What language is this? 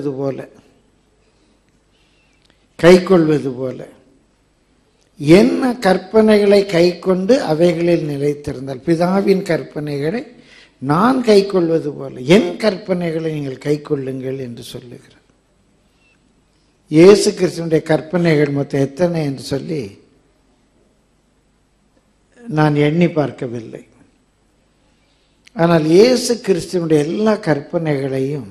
Tamil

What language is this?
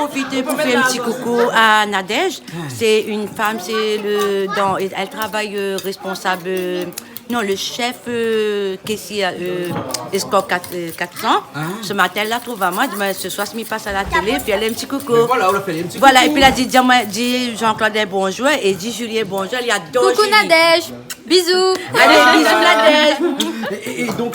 Réunion Creole French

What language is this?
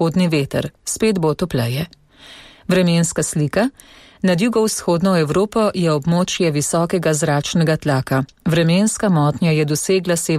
Slovenian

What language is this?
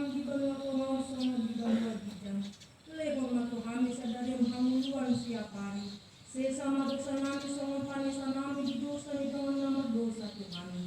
Batak Toba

